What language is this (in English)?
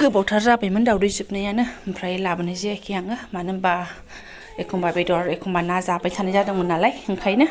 Bodo